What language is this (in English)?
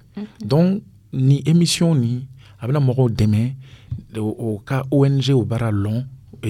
Dyula